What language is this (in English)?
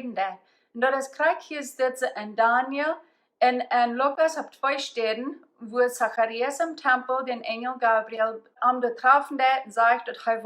Plautdietsch